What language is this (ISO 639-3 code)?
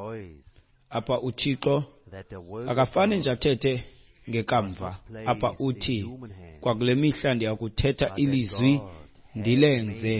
xho